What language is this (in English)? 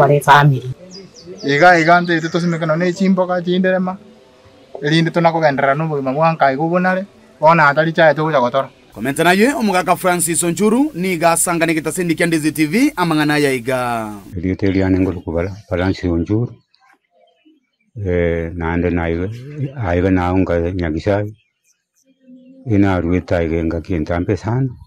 Gusii